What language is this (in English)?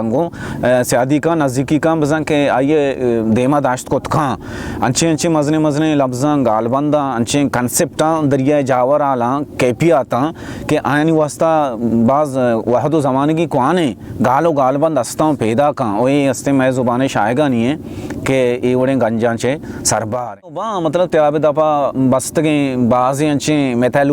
Baluchi